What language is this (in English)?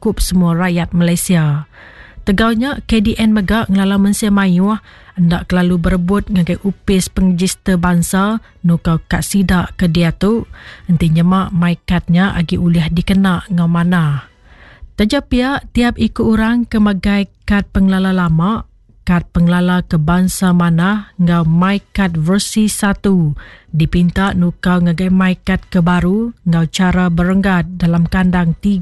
Iban